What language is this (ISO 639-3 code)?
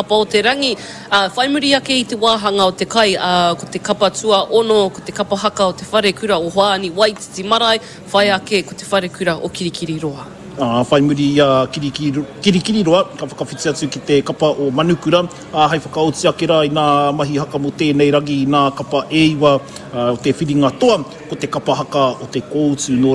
mri